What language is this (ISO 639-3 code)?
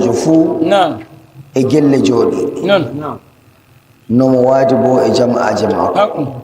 fuv